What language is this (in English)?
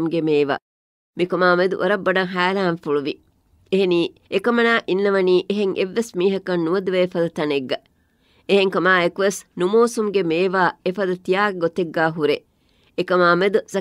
Divehi